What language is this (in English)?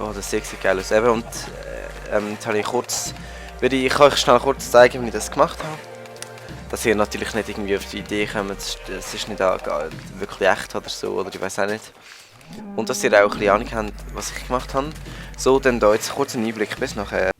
Swiss German